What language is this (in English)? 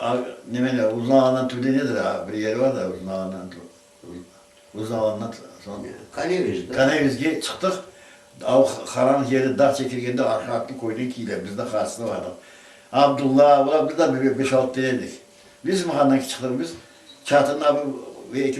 Crimean Tatar